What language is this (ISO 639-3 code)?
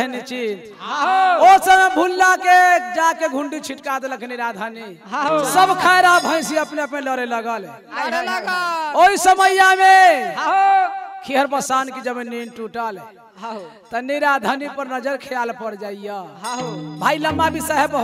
bho